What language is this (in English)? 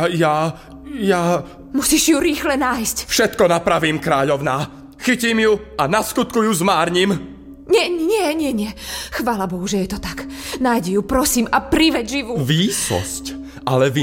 Slovak